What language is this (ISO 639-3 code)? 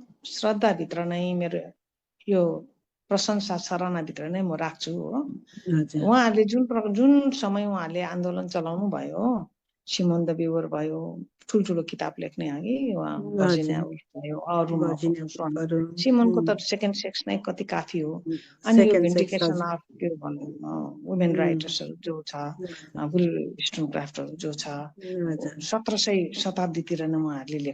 nep